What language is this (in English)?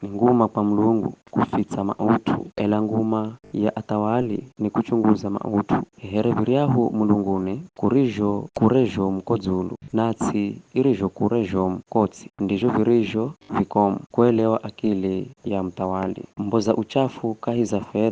Giryama